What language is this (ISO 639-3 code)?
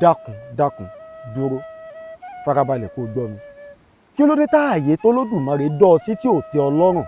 yor